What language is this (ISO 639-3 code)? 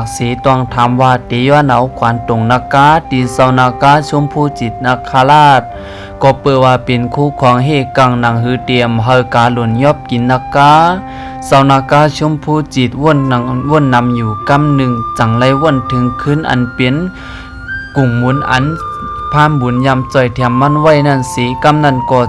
shn